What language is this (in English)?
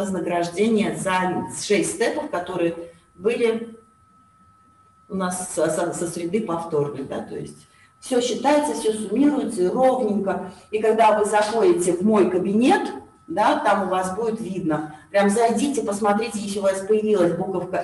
Russian